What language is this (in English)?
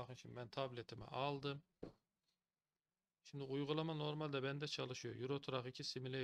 Turkish